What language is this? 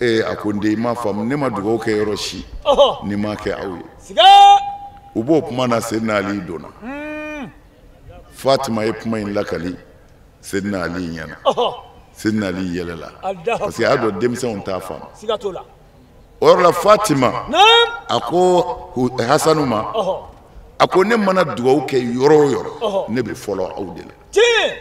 Bambara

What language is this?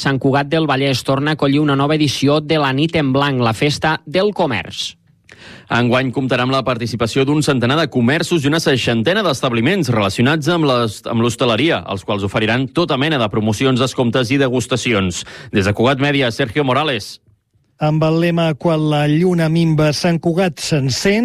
Catalan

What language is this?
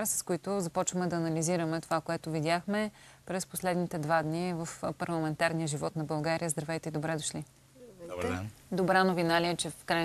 Bulgarian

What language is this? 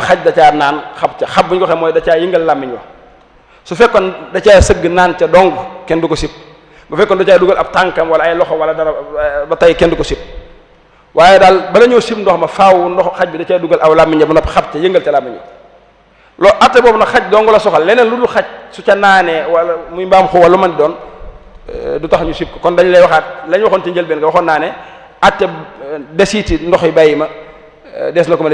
Wolof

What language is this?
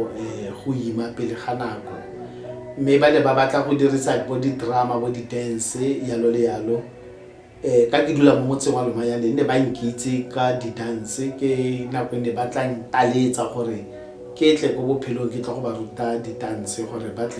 Tswana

